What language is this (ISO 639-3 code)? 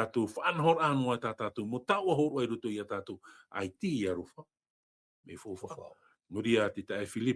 tah